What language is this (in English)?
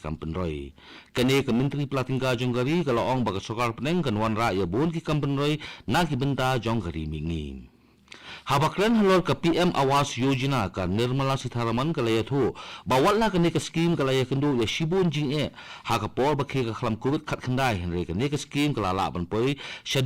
Khasi